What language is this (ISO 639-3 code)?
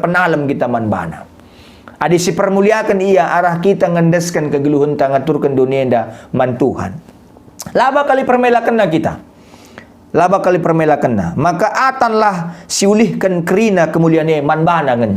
btx